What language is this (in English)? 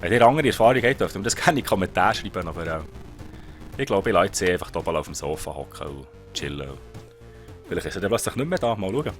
Swiss German